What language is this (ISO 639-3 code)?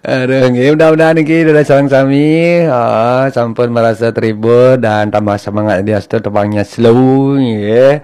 ban